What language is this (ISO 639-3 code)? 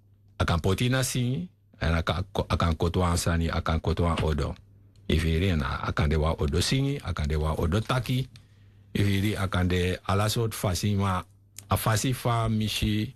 srn